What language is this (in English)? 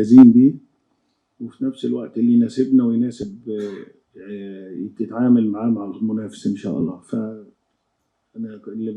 Egyptian Arabic